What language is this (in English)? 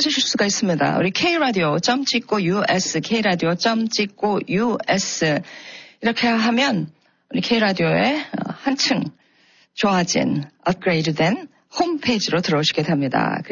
Korean